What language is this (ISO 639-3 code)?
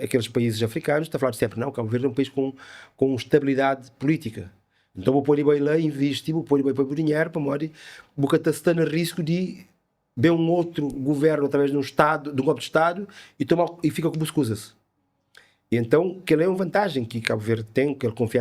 kea